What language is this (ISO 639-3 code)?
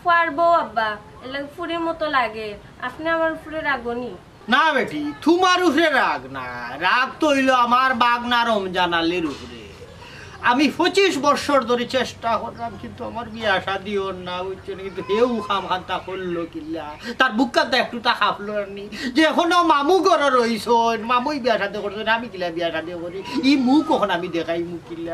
syl